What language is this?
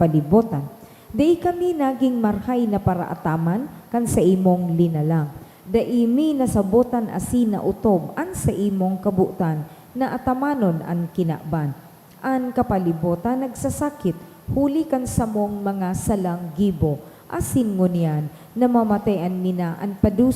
Bikol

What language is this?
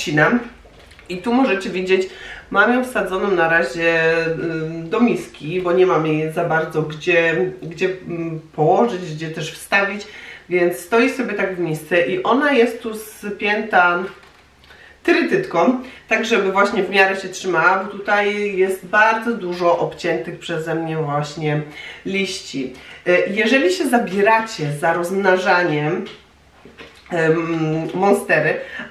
Polish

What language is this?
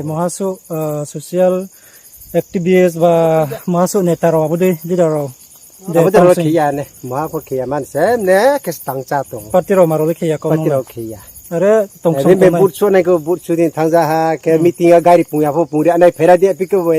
Riang (India)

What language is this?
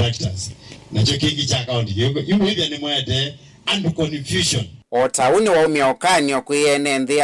Kamba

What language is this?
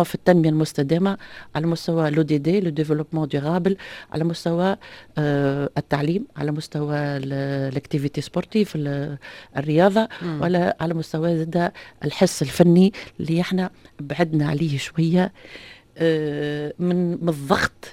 Tunisian Arabic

